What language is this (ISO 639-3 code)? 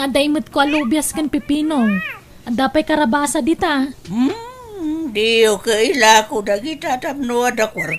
ilo